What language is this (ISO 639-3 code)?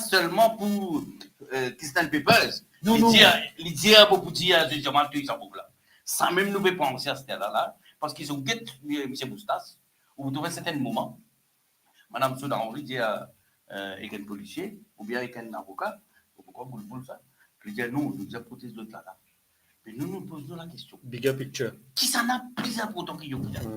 mfe